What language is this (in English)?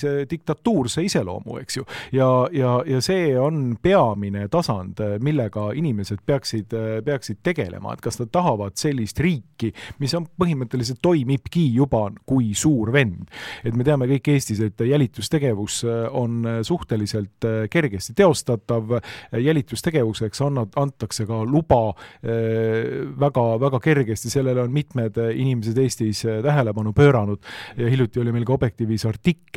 Estonian